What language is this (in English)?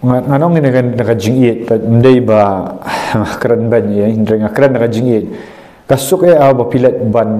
Khasi